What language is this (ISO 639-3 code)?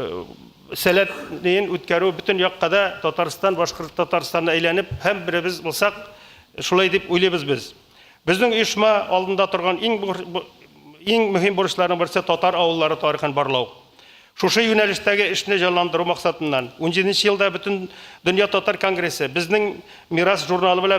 tat